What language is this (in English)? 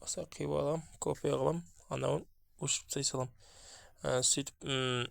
Kazakh